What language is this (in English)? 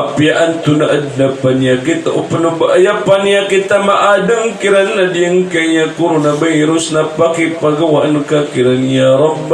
Maranao